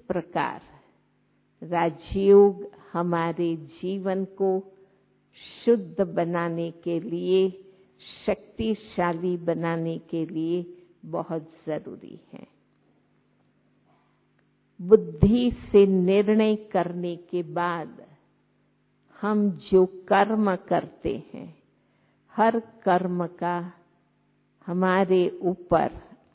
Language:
Hindi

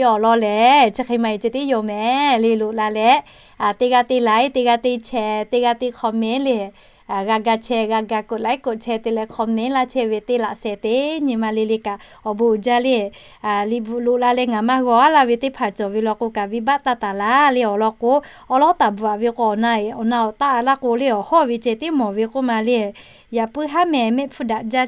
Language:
Lahu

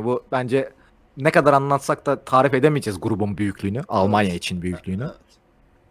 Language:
Turkish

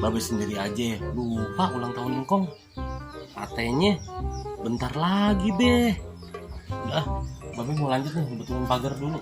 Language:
Betawi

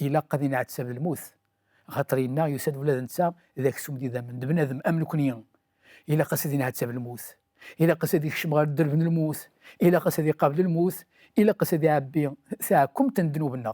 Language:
Kabyle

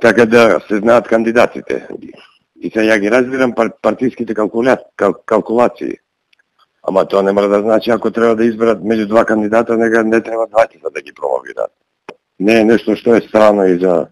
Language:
Macedonian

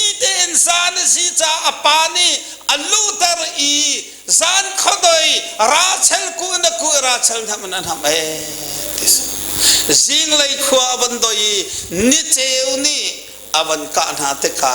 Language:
Hakha Chin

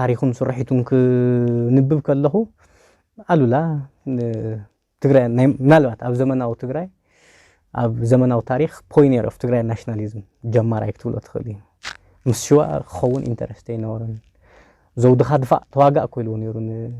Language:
Tigrinya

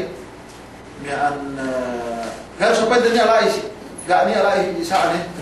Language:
Yakan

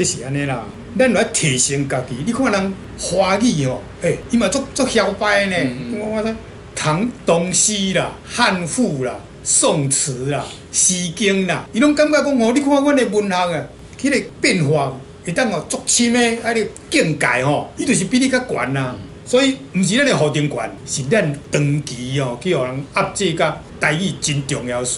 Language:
Min Nan Chinese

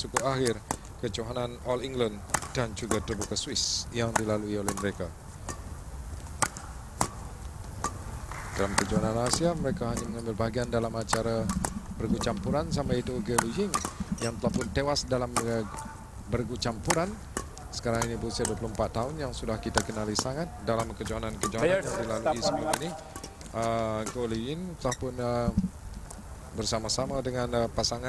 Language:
Malay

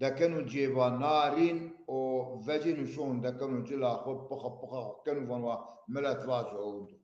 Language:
Zaza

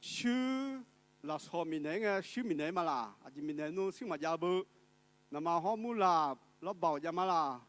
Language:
Akha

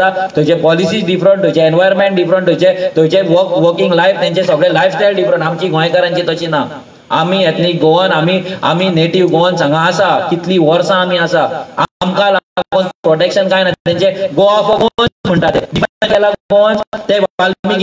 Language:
Konkani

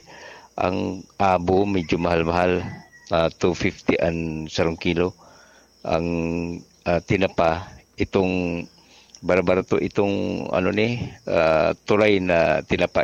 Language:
Bikol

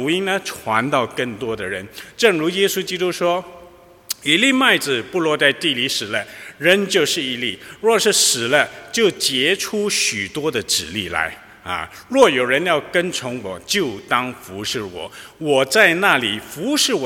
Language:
Chinese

